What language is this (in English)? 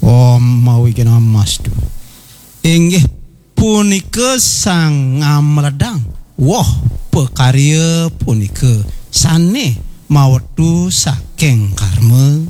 Balinese